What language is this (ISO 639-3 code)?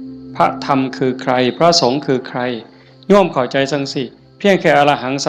tts